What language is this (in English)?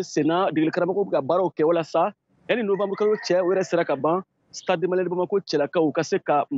Bambara